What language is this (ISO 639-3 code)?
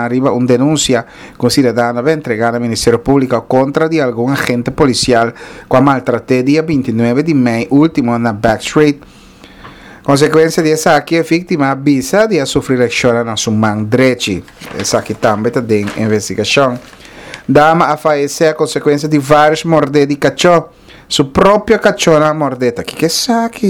pap